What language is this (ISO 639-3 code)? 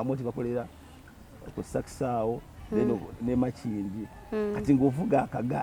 lug